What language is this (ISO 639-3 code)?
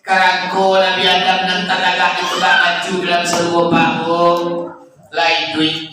min